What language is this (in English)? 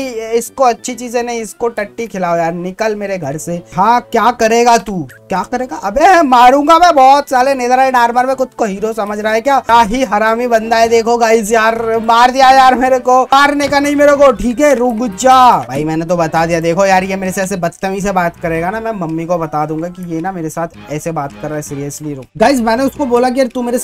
Hindi